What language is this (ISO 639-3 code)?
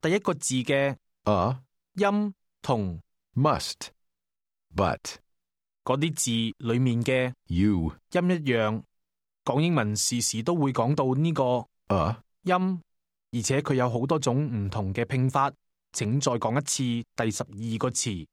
yue